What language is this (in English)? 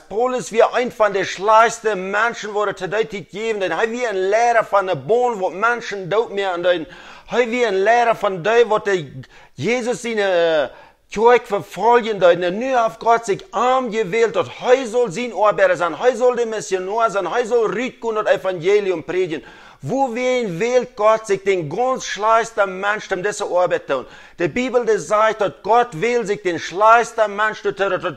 Plautdietsch